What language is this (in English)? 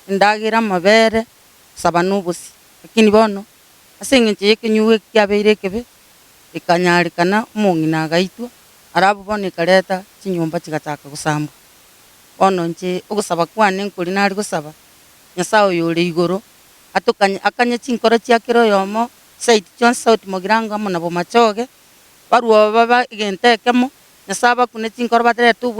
Gusii